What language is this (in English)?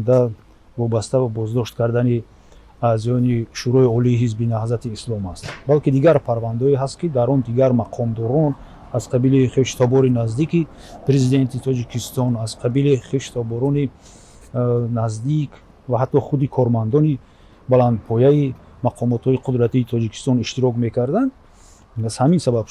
Tajik